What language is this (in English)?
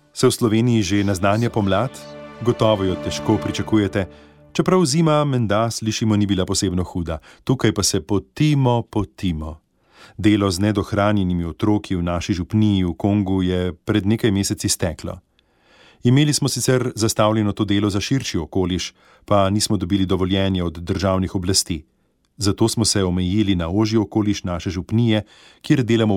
Slovenian